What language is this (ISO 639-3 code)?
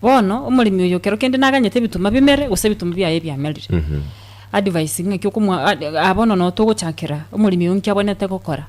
guz